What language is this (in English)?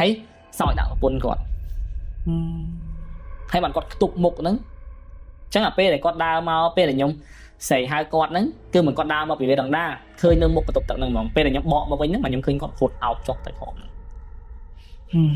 Khmer